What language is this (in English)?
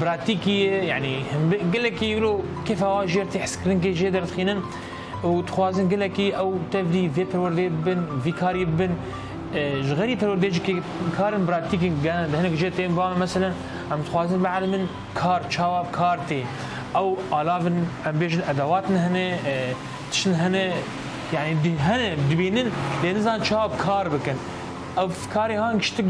Kurdish